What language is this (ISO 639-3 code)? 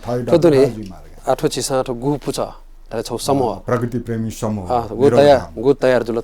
new